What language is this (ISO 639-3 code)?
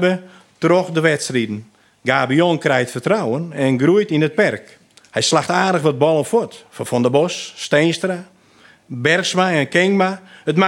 fry